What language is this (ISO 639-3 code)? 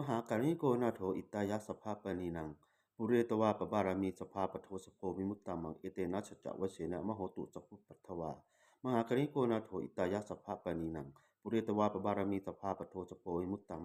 pli